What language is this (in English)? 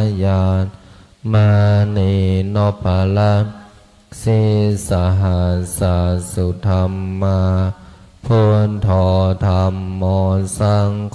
Pali